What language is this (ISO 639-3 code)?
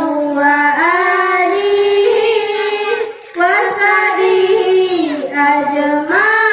ace